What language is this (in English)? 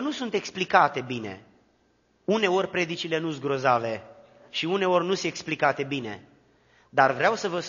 Romanian